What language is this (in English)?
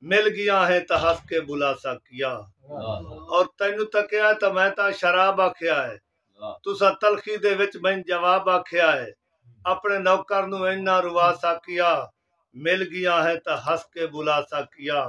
Saraiki